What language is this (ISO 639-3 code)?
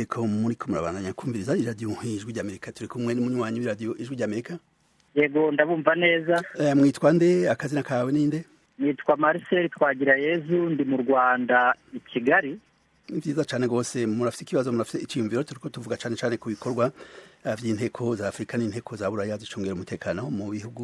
run